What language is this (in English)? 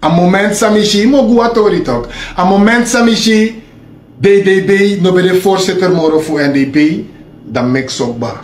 Sranan Tongo